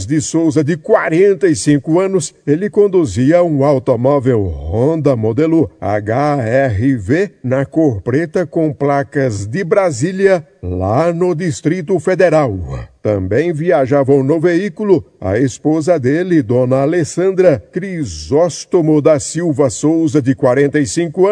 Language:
Portuguese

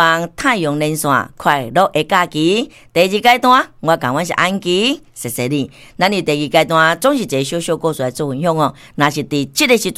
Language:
Min Nan Chinese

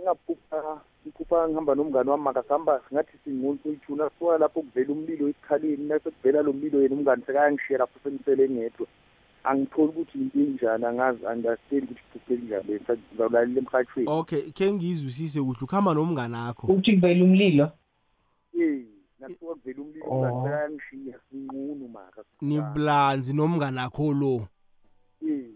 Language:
South Ndebele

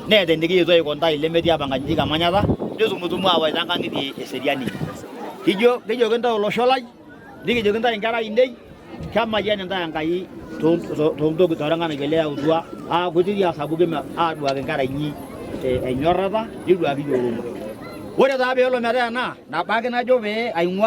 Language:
Masai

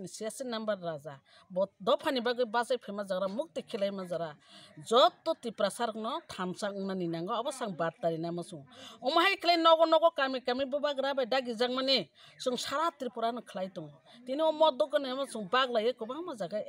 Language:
Kok Borok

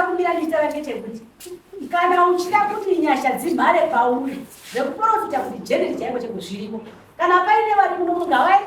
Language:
Shona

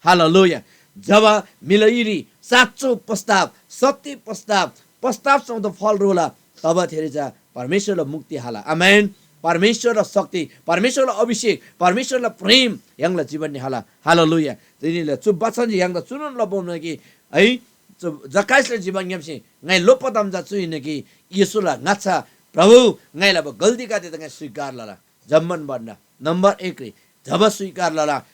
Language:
Eastern Tamang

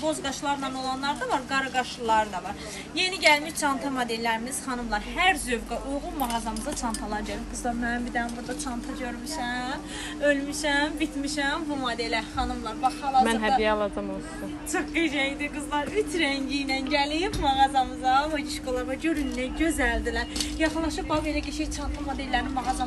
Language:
Azerbaijani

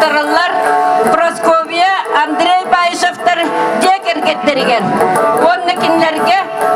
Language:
Yakut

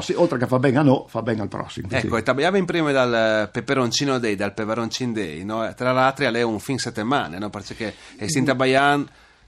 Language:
Friulian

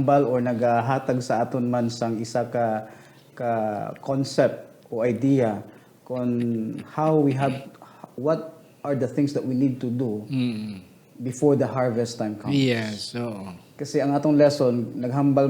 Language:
Hiligaynon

